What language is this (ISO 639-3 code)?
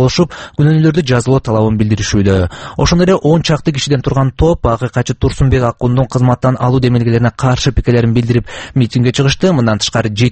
kir